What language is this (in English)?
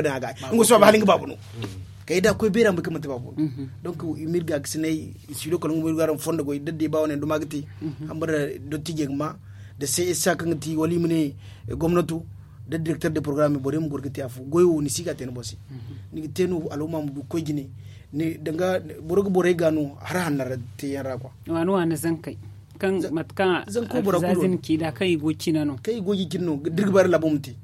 Zarma